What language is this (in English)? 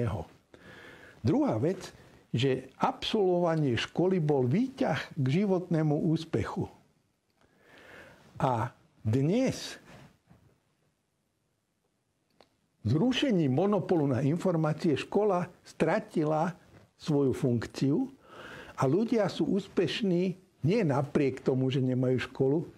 Slovak